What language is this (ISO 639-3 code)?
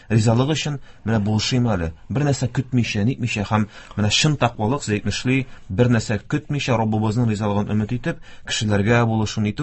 tat